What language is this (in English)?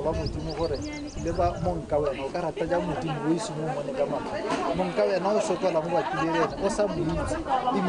Tswana